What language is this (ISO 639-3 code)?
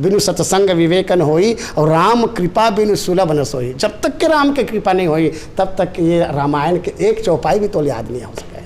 hne